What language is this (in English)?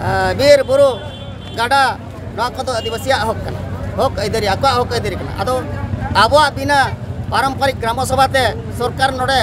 Santali